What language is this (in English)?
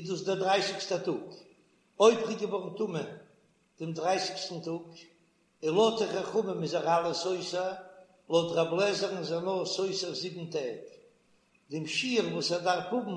Yiddish